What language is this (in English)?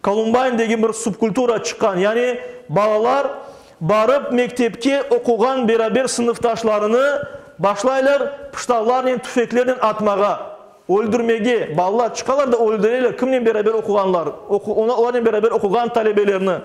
Crimean Tatar